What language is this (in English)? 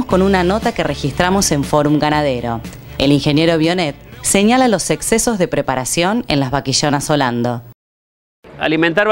Spanish